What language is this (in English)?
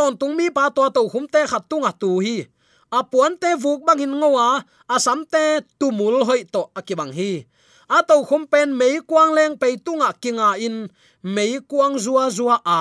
Tedim Chin